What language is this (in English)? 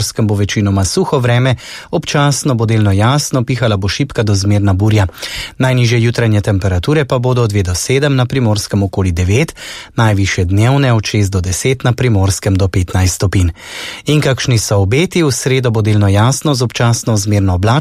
Slovenian